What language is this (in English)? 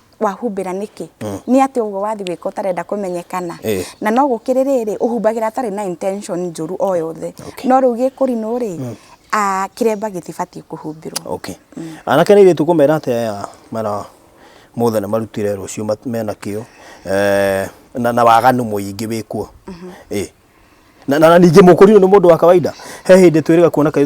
Kikuyu